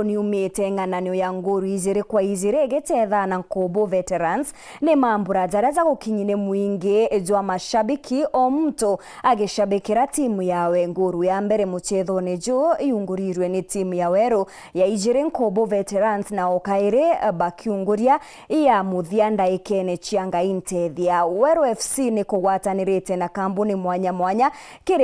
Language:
Meru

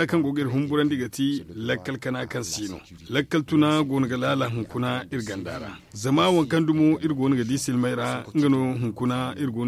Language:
Zarma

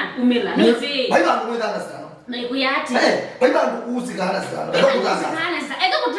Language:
Kamba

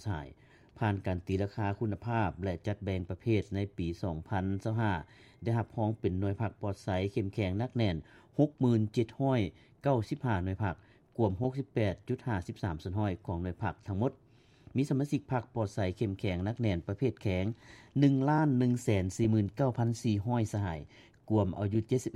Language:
Lao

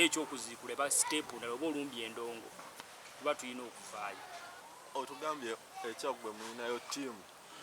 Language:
Ganda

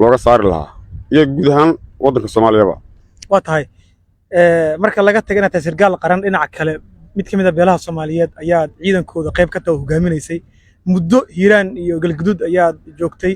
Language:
Somali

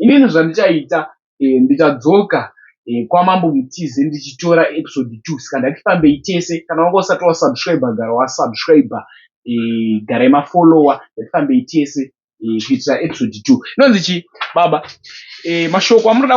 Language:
Shona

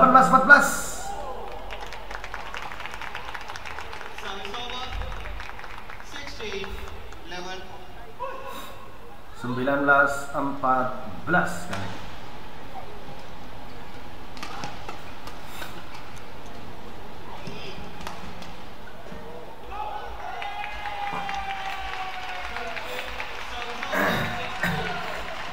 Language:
Indonesian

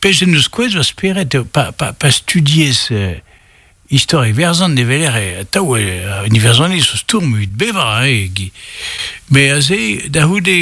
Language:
Breton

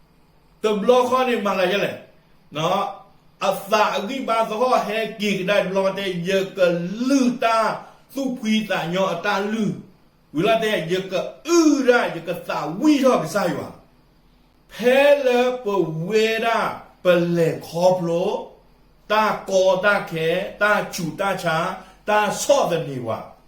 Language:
S'gaw Karen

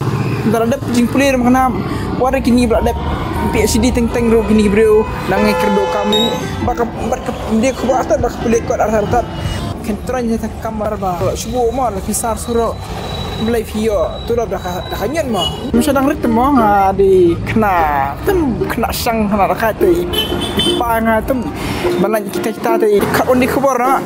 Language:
Khasi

